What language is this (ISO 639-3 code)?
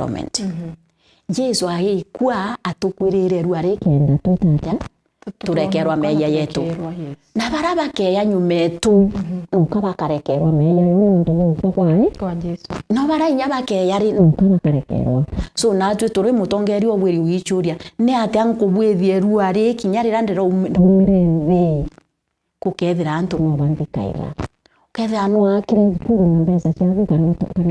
mer